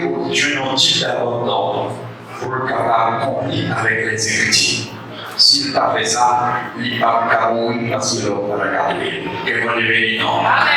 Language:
Haitian Creole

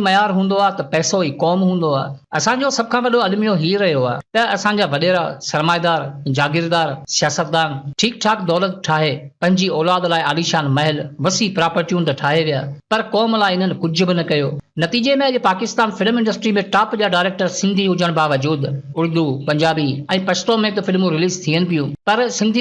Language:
Sindhi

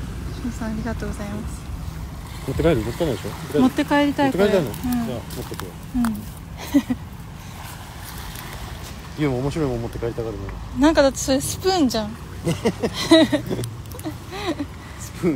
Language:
Japanese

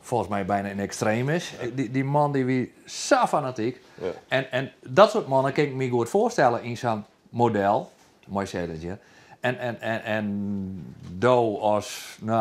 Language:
Western Frisian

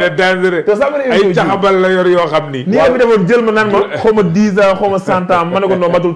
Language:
Wolof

